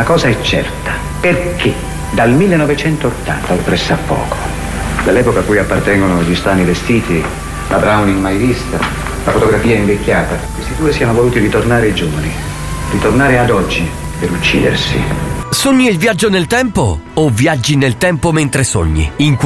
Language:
Italian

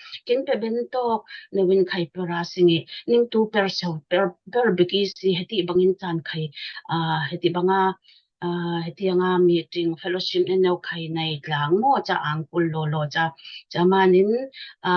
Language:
Falam Chin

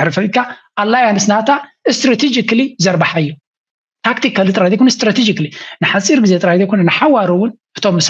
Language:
Tigrinya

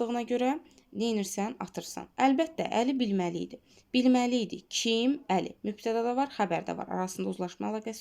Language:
Azerbaijani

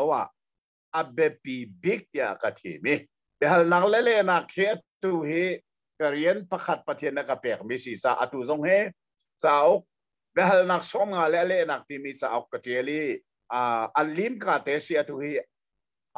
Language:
Hakha Chin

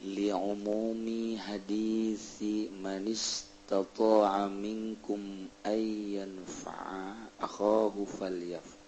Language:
Sundanese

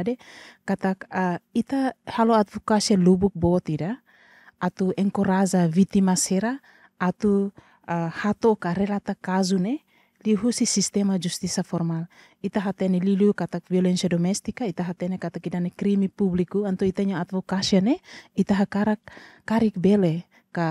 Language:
Tetum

